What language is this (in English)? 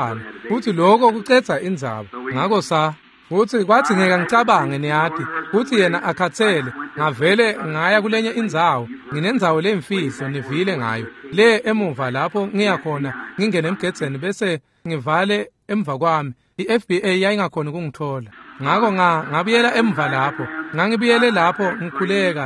Swati